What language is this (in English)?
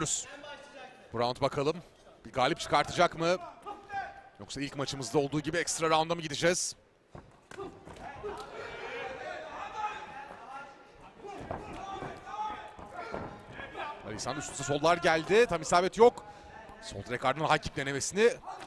Turkish